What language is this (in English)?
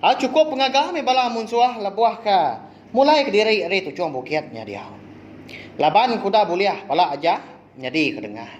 Iban